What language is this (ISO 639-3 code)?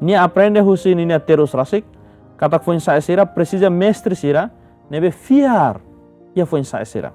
tet